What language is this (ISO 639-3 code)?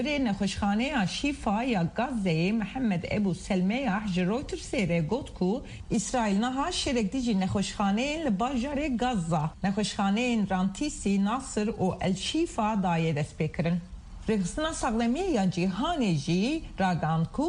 kur